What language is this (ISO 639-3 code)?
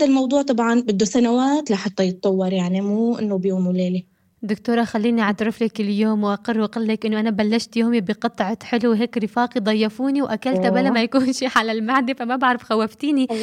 apc